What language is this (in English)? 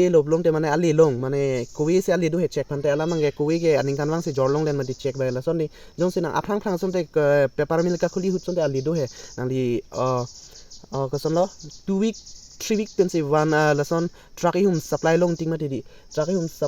Karbi